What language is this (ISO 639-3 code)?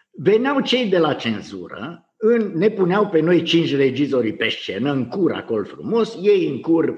ron